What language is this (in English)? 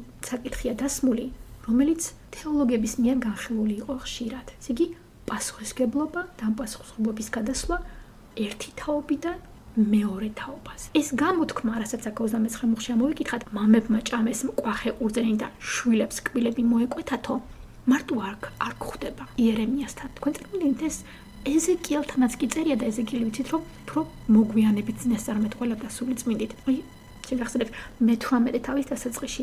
Georgian